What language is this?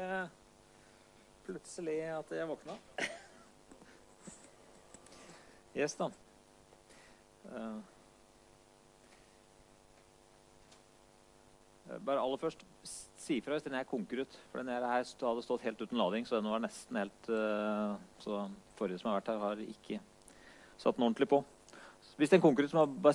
Norwegian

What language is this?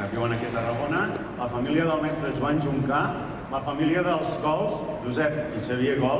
Catalan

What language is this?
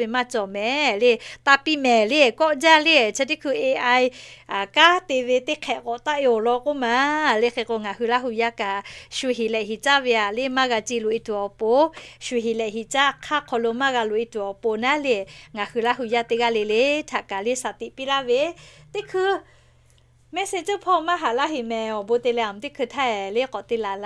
Lahu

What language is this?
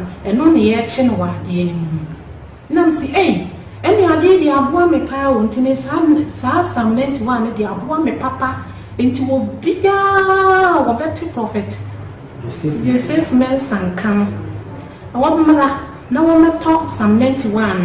Akan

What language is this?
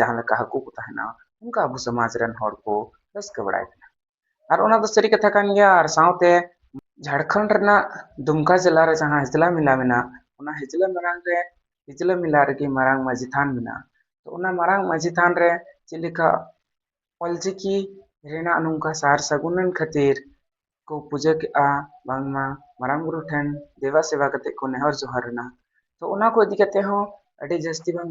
Santali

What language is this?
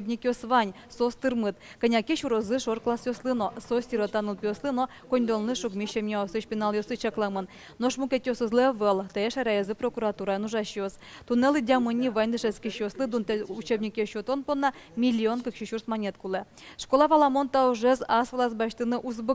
Udmurt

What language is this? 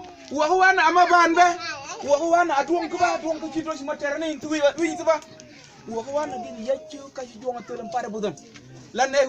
Mabaan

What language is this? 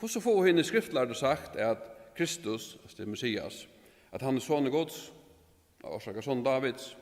Faroese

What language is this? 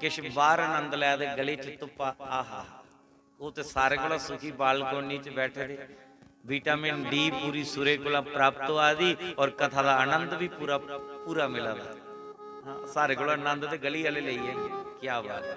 Dogri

